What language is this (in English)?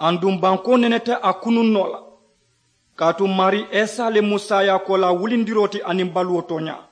Mandingo